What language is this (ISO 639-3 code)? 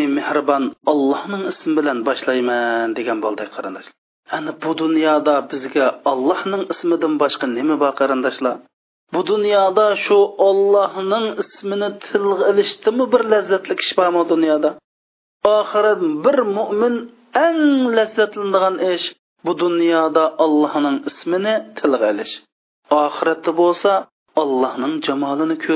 uig